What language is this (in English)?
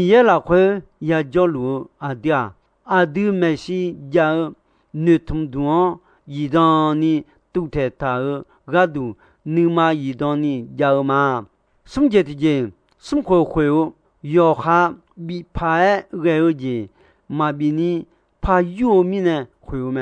Akha